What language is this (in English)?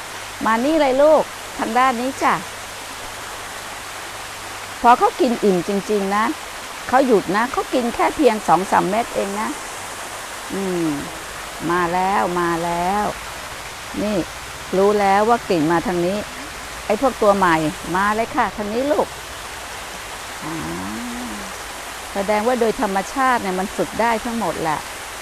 Thai